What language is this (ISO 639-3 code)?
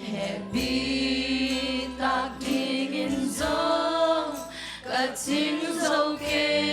ctd